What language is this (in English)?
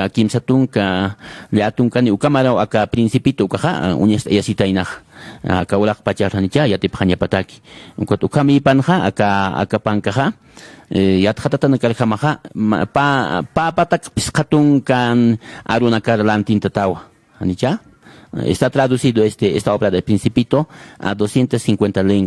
Aymara